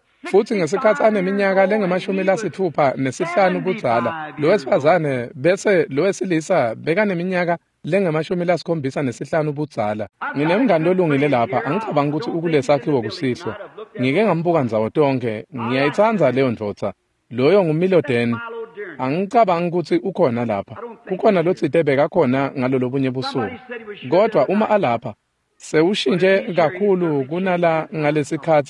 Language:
Swati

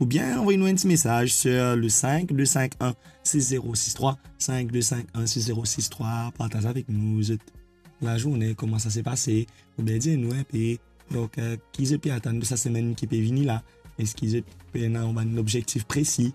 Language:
Morisyen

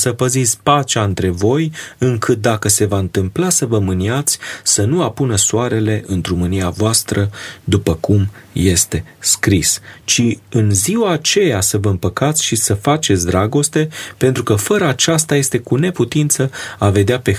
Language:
Romanian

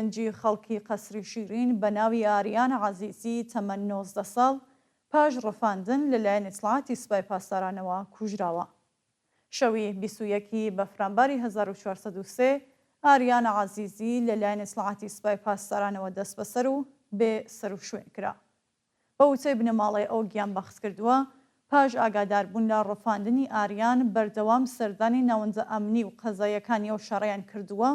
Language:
Central Kurdish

